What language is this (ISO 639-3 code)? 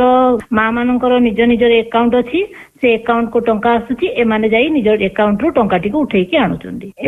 ori